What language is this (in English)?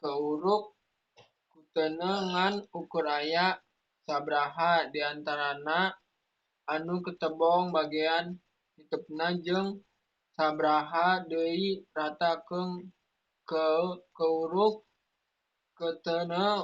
Sundanese